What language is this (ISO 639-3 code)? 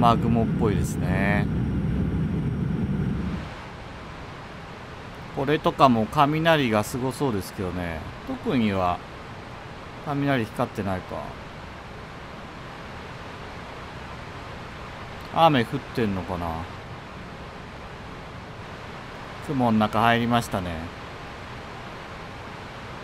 jpn